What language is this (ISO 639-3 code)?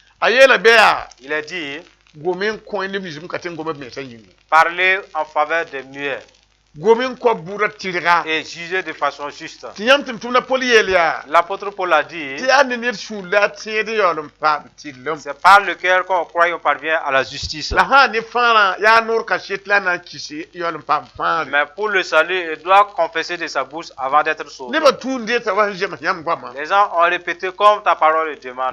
mos